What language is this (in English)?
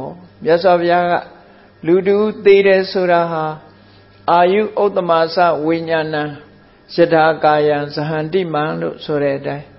Burmese